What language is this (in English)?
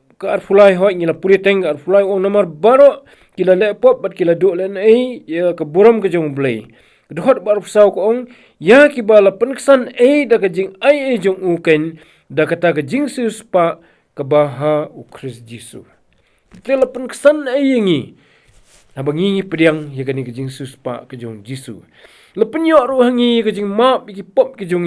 Khasi